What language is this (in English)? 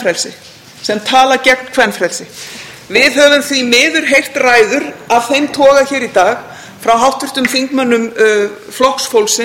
Icelandic